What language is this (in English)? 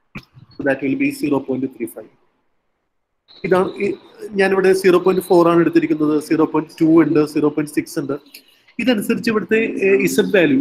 Malayalam